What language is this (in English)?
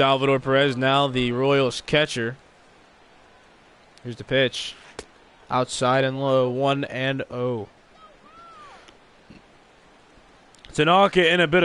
English